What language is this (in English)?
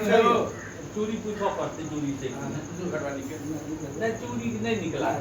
Maithili